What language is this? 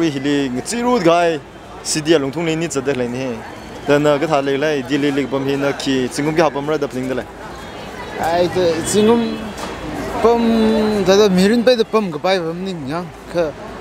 Tangkhul Naga (India)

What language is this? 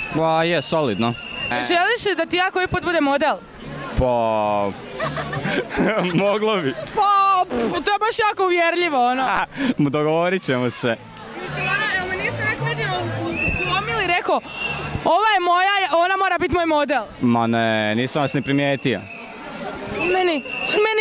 Croatian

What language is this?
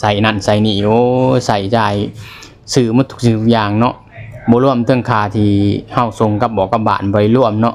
Lao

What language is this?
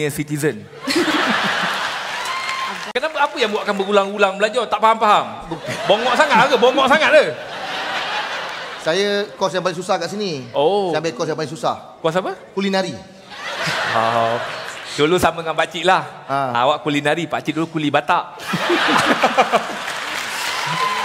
Malay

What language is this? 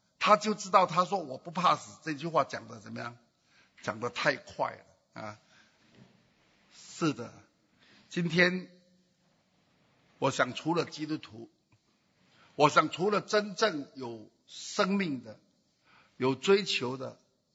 Chinese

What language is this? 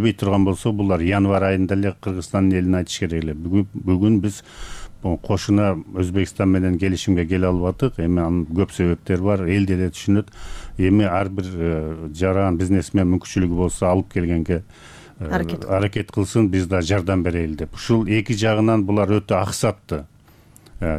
Kyrgyz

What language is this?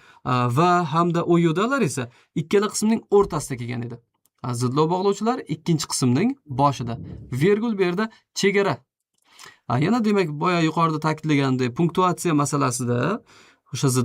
Uzbek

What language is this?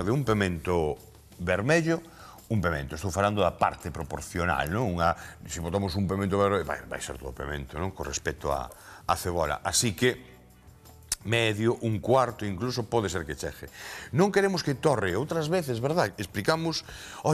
Galician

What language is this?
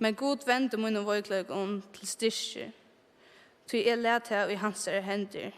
Faroese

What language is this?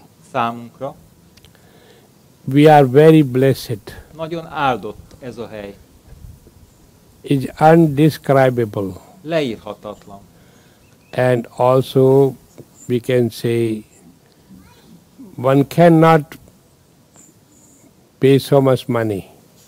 Hungarian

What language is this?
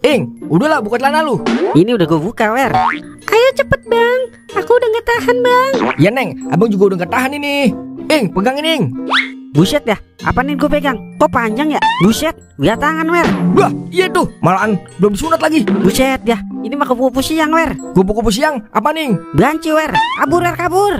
Betawi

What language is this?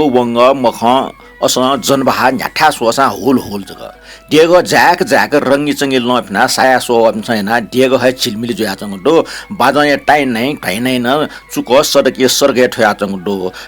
Newari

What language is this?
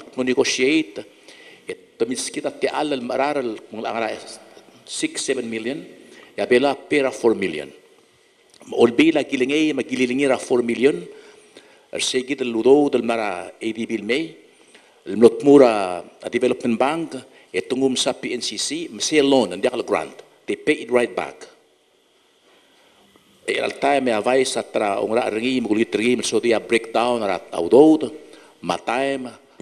Palauan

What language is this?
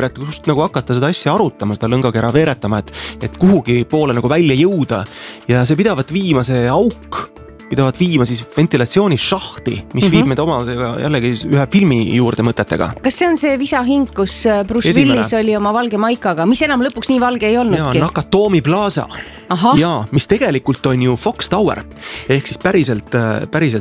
Estonian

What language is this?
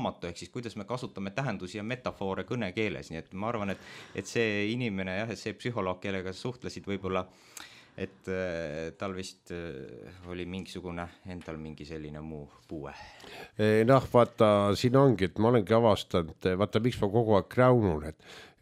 Estonian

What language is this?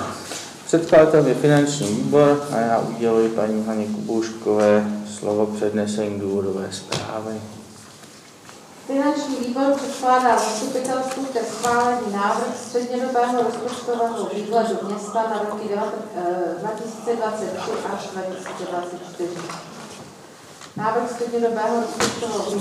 Czech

